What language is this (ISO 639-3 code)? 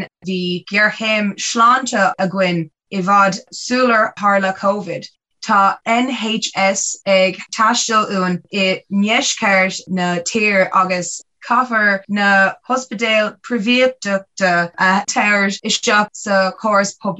gle